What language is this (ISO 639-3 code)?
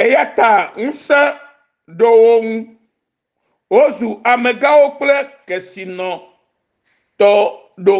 ewe